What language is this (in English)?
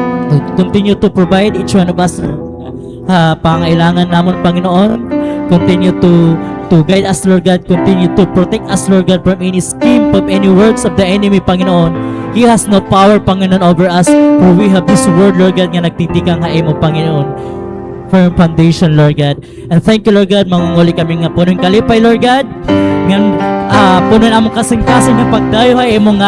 Waray